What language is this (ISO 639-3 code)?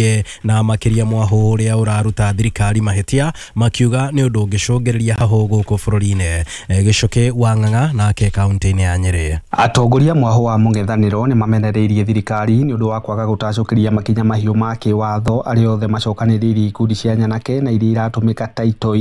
kik